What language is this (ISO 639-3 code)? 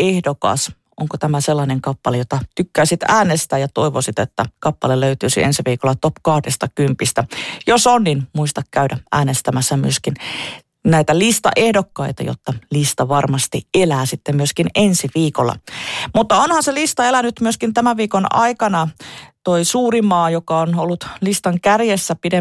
fin